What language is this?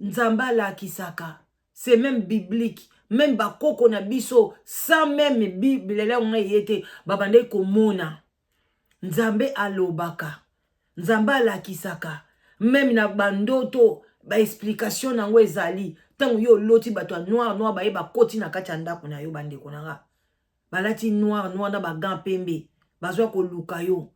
Lingala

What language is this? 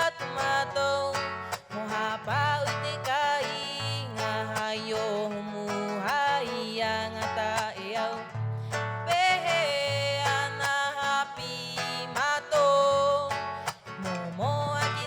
Rapanui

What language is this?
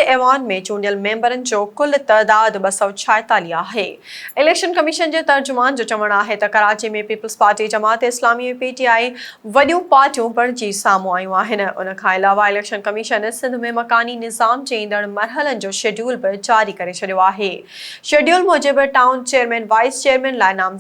Sindhi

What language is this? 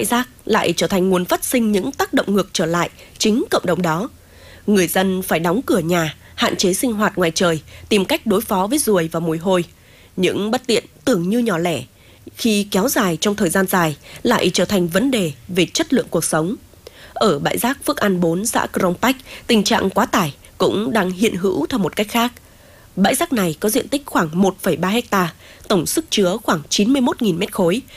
Vietnamese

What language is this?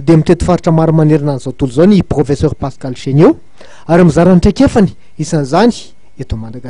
Malagasy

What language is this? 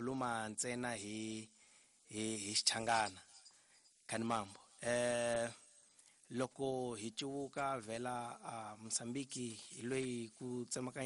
Tsonga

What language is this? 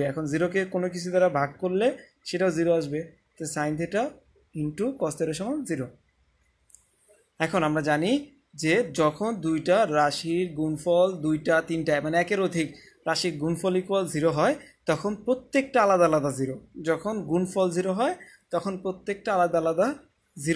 Bangla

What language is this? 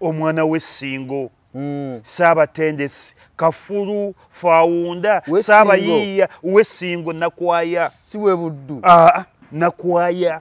Ganda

